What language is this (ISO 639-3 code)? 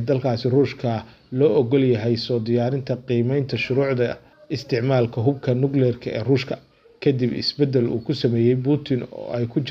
som